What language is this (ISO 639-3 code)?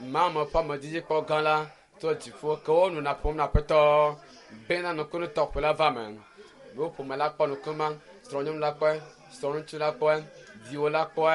ewe